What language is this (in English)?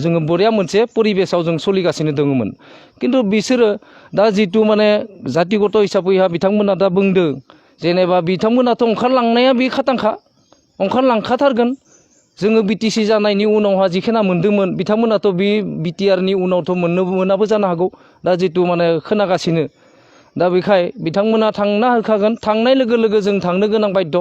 Bodo